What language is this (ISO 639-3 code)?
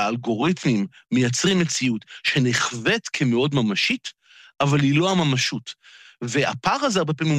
heb